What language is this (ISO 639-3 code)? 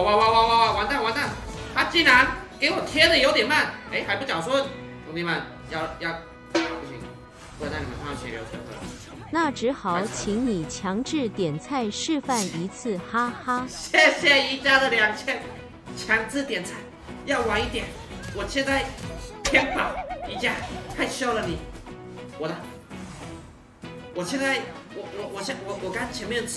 zho